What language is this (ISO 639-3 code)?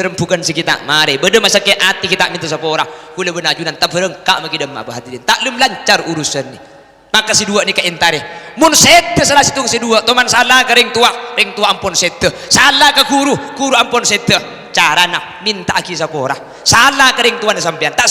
mad